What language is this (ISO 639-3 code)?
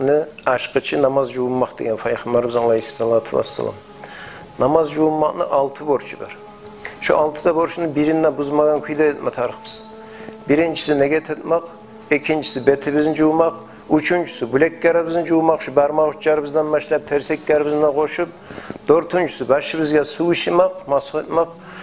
kum